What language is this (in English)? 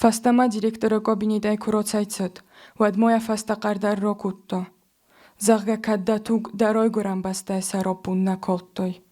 Ossetic